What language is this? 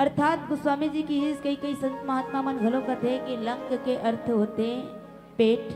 Chhattisgarhi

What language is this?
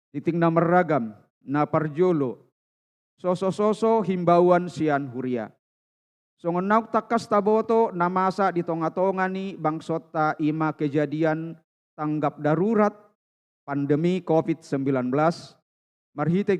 Batak Toba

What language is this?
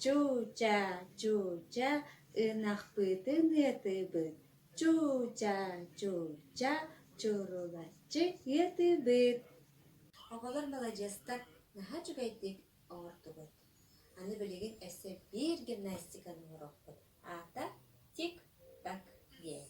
Yakut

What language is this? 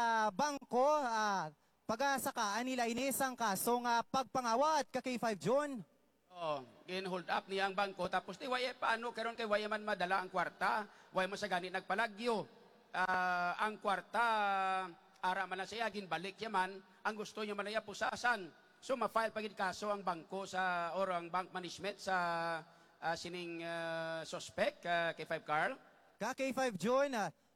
Hiligaynon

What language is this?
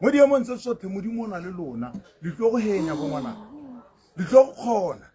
Tswana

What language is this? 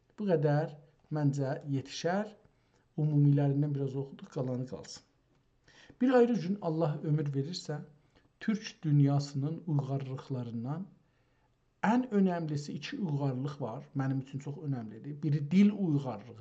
South Azerbaijani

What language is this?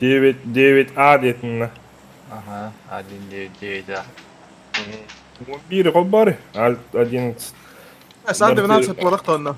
Yakut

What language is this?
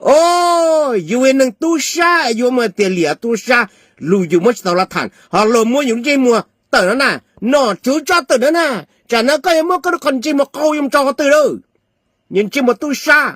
Hmong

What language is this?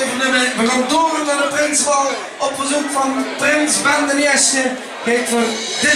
Limburgish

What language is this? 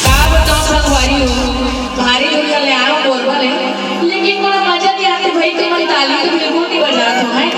Chhattisgarhi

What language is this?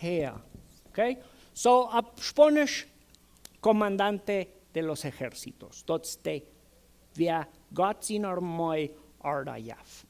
Plautdietsch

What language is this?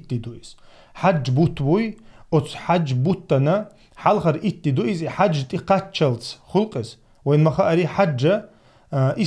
Chechen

